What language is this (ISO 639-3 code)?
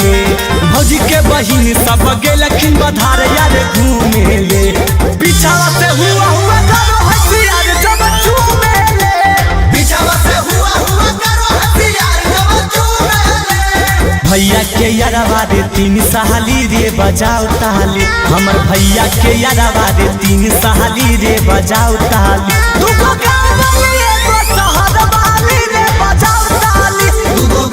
mag